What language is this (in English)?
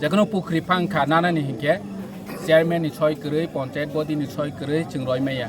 Kok Borok